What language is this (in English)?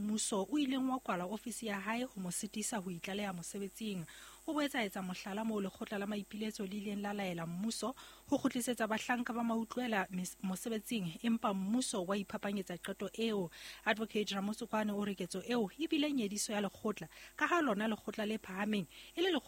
Southern Sotho